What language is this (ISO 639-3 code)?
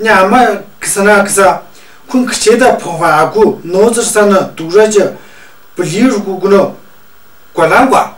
mjg